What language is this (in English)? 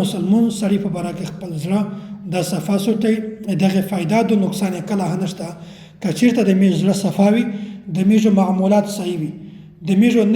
Pashto